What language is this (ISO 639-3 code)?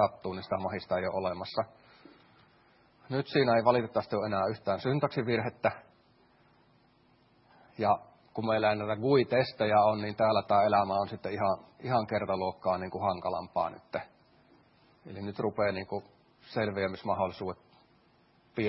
fin